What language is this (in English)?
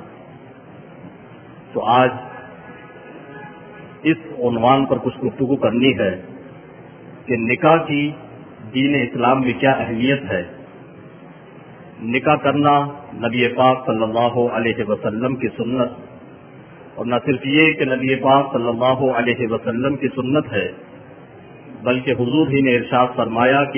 Urdu